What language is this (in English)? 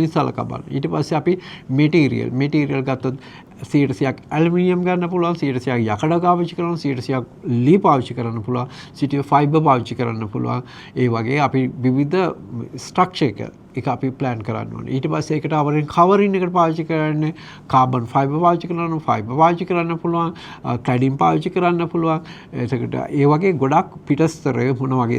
Sinhala